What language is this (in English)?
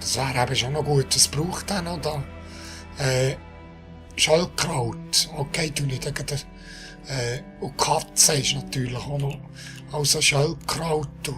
Swiss German